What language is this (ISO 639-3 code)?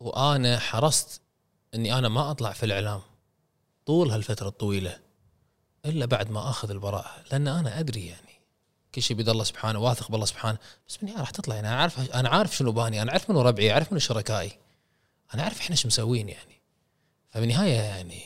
afb